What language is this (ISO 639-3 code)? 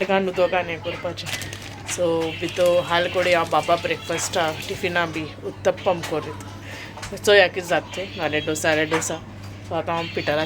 kok